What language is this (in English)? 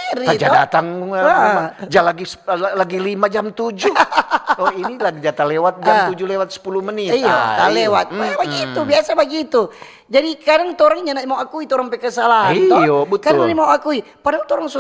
Manado Malay